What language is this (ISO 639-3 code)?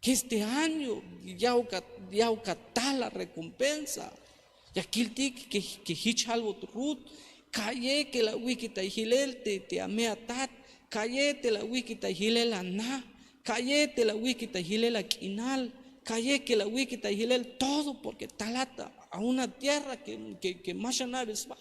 tzh